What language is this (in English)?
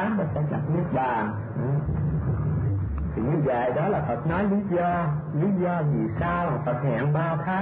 Vietnamese